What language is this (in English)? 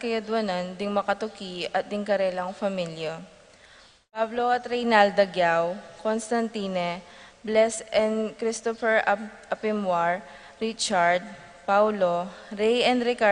Pampanga